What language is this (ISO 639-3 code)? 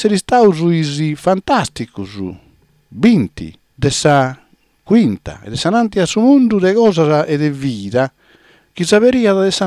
srd